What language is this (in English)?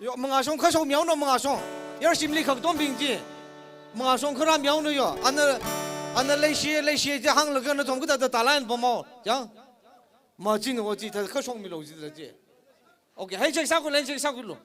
Tangkhul Naga (India)